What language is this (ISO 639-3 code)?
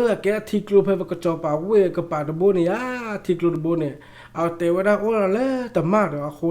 ksw